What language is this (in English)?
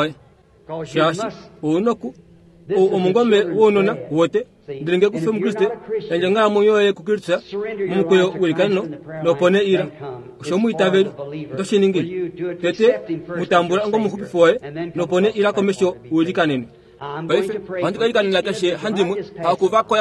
Kuanyama